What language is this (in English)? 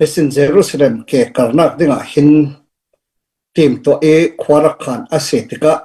Falam Chin